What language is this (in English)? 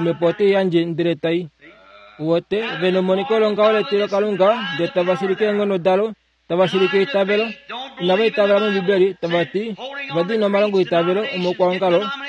Kuanyama